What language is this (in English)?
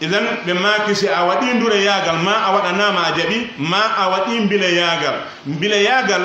Pular